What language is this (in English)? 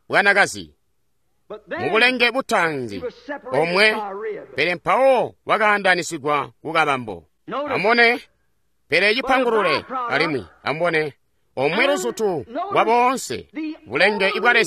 Tonga (Zambia)